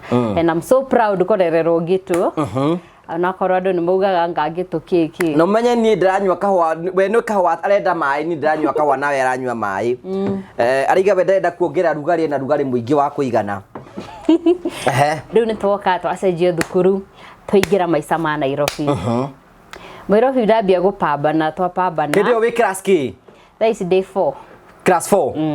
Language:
Kikuyu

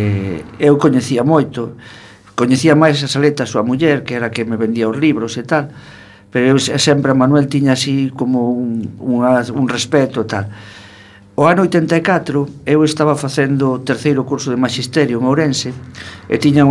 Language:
Galician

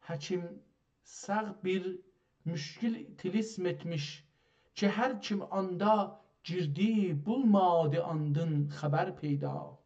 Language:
South Azerbaijani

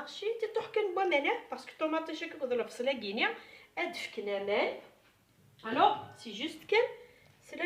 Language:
Kabyle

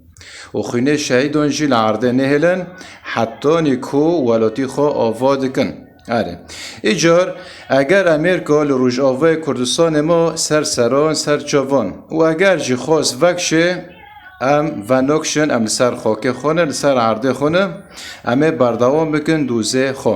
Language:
Kurdish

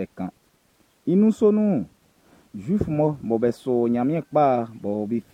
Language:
Baoulé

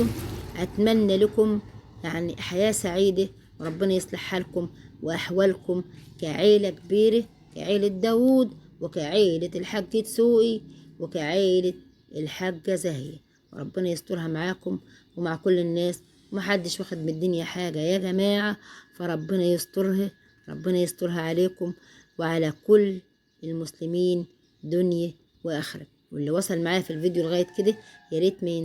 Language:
Egyptian Arabic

